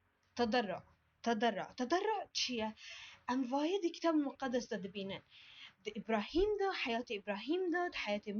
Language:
Kurdish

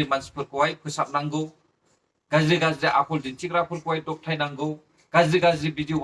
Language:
Bodo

